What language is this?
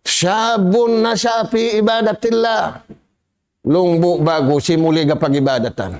Tausug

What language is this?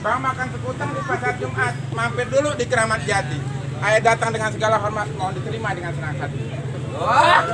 Betawi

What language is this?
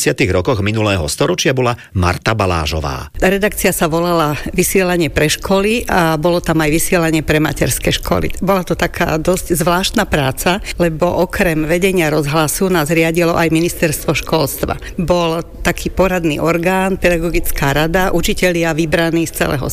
Slovak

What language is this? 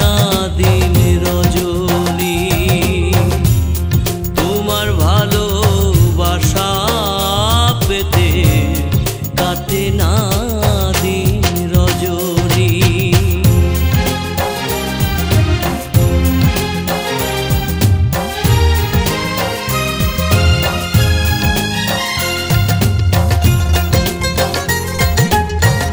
Bangla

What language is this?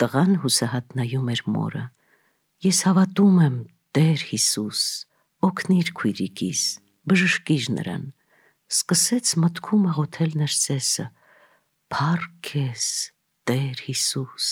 Armenian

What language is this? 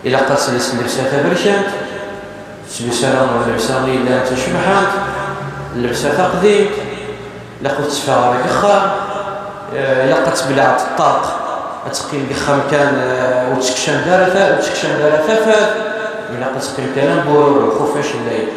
Kabyle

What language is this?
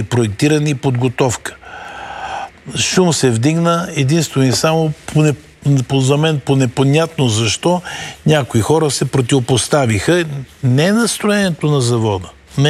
Bulgarian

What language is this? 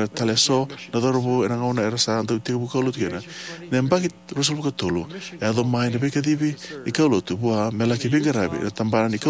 Fijian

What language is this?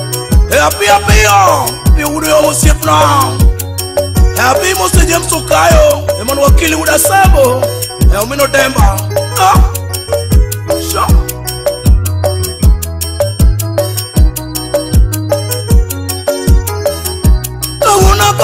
Luo (Kenya and Tanzania)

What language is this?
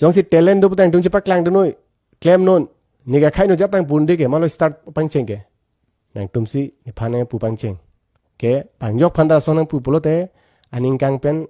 Karbi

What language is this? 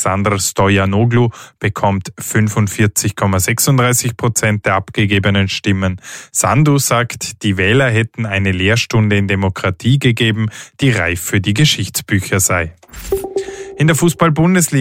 German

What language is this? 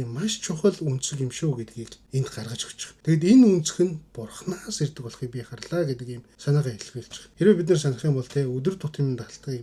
Mongolian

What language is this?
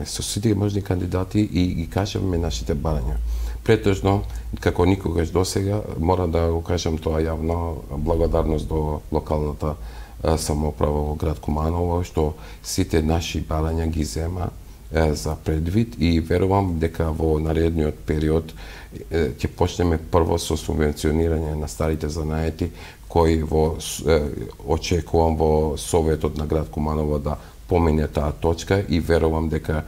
Macedonian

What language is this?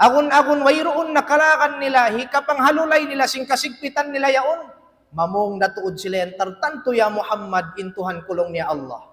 Tausug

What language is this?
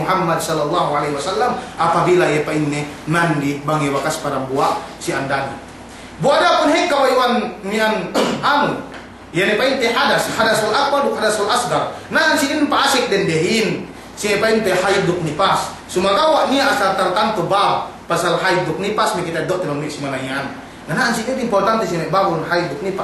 Yakan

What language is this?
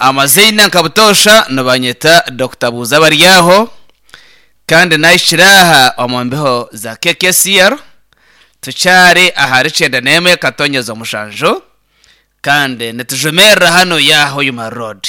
Nyankole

